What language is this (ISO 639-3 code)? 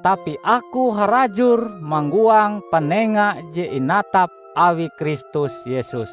nij